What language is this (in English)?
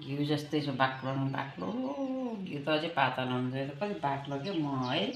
Nepali